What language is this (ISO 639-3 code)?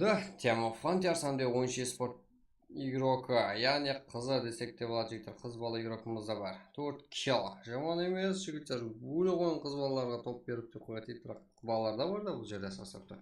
kaa